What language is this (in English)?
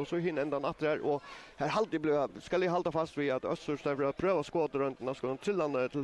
Faroese